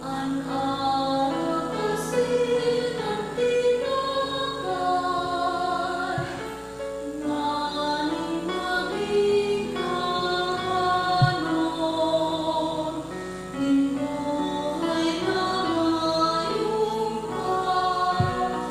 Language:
Bikol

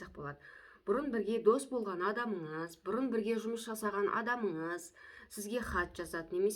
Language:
Kazakh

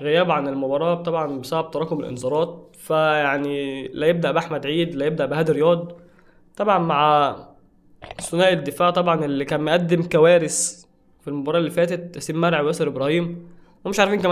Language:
Egyptian Arabic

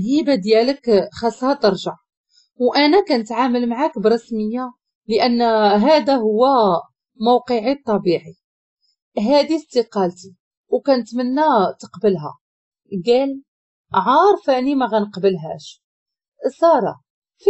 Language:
Moroccan Arabic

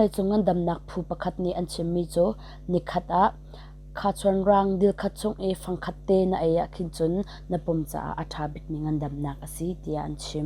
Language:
Hakha Chin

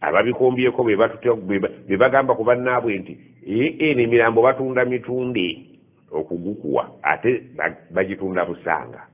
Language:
Ganda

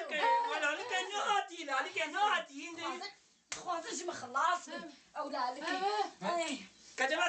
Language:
Kurdish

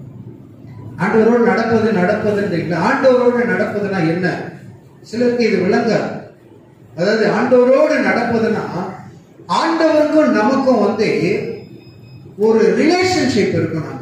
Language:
Tamil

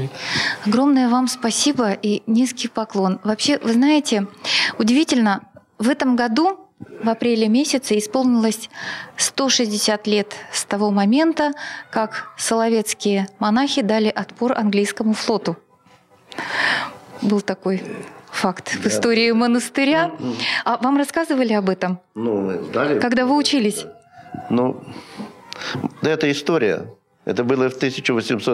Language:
Russian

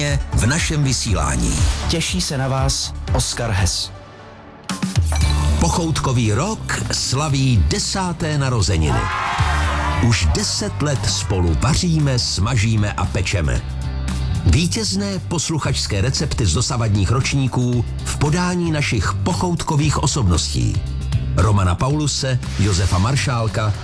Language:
Czech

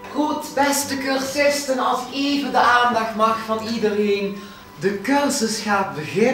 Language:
Dutch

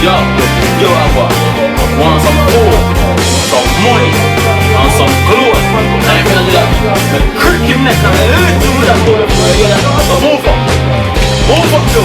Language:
Jamaican Creole English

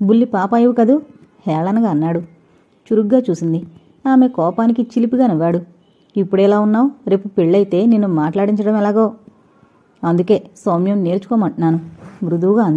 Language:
Telugu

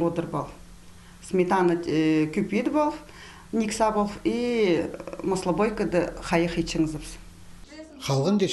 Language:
Khakas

